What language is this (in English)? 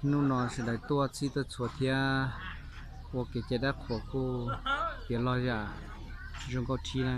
Hmong